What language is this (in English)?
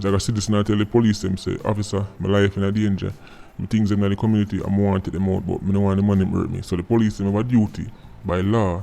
Jamaican Creole English